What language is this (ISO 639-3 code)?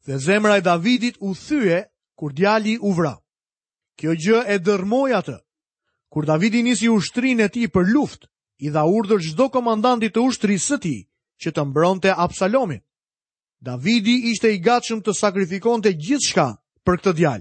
sqi